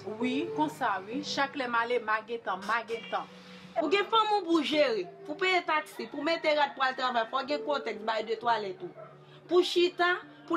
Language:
Haitian Creole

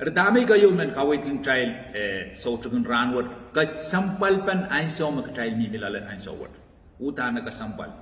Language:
Pohnpeian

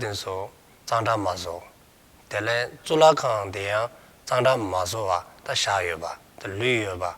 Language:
Dzongkha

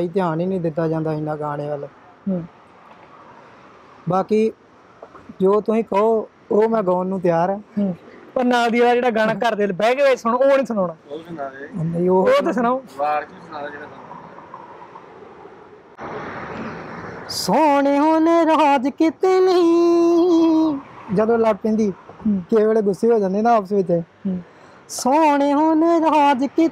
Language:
Punjabi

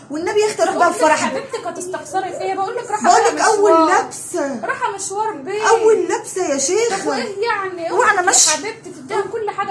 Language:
Egyptian Arabic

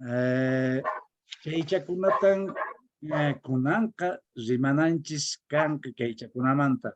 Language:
Quechua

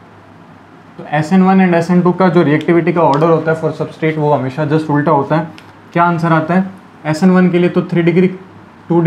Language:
Hindi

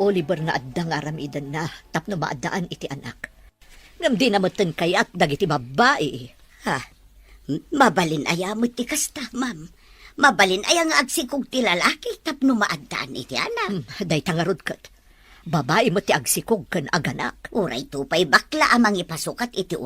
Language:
Iloko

